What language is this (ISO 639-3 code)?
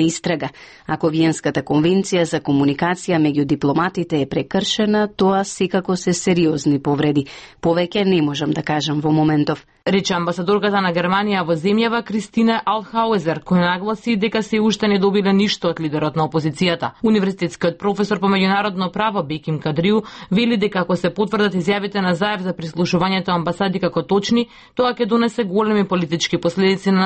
mkd